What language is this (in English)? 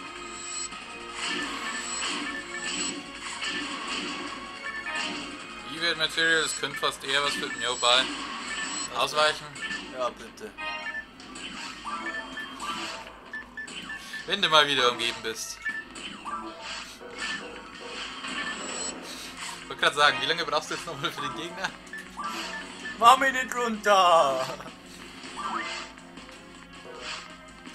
German